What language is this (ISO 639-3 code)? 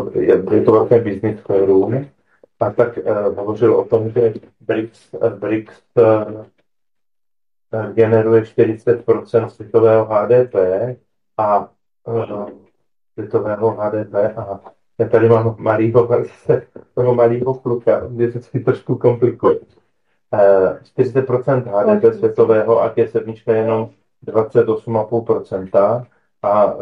ces